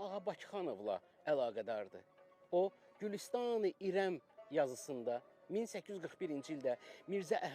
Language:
Azerbaijani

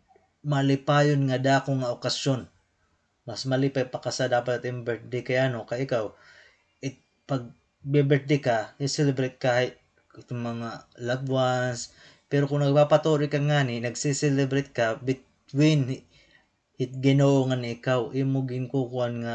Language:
Waray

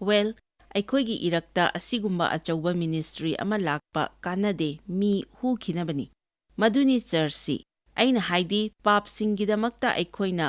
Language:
Manipuri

